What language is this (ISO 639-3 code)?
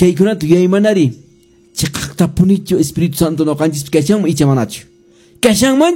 que